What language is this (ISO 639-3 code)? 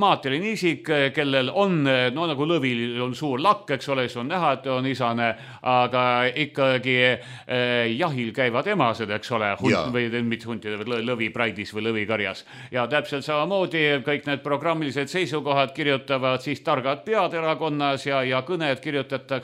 est